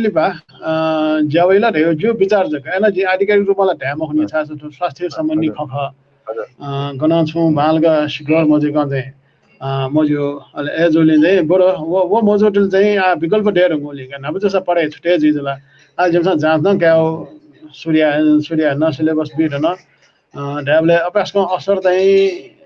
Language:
Newari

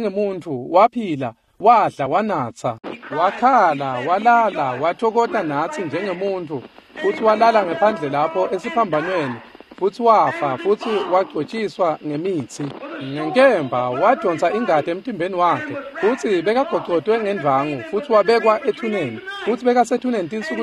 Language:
Swati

